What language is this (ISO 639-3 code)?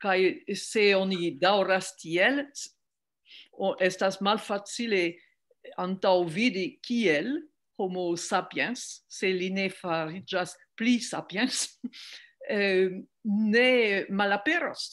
epo